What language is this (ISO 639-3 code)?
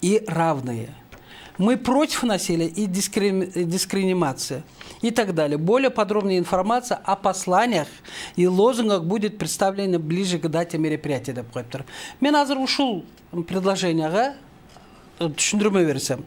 kir